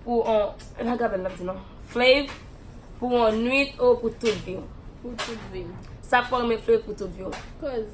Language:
Haitian Creole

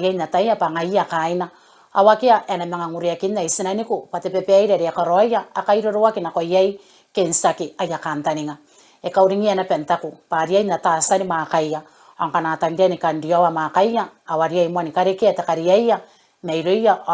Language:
Gilbertese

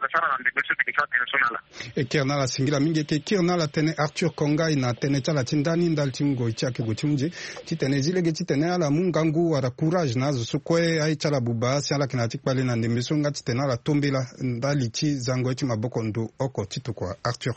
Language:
Sango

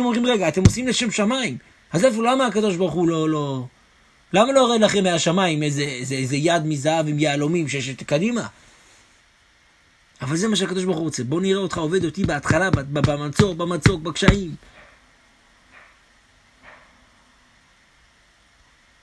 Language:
Hebrew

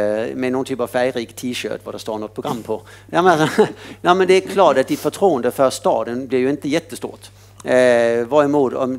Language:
Swedish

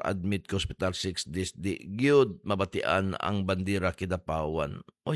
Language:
Cebuano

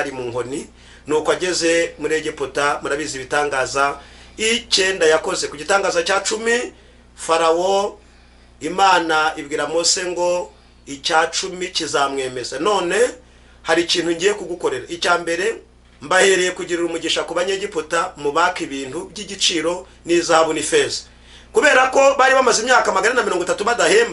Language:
Kinyarwanda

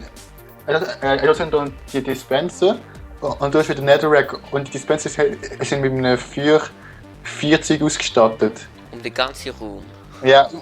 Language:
Swiss German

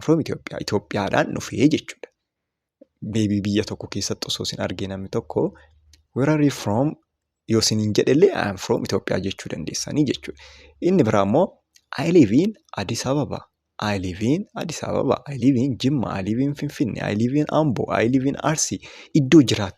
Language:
Oromo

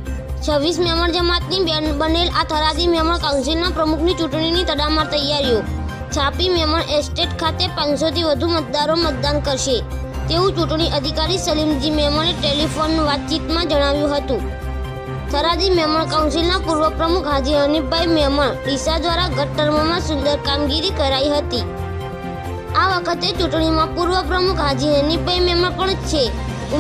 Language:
Gujarati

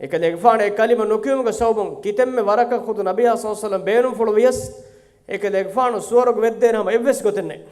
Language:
Divehi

